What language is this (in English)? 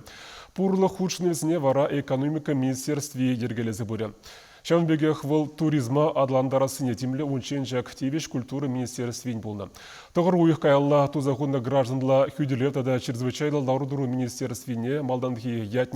Chuvash